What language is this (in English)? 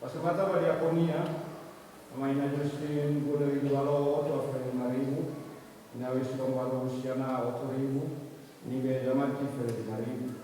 Nias